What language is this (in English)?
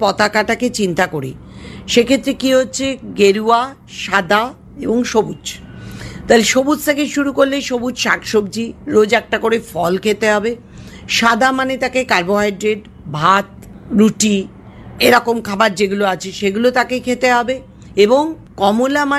Bangla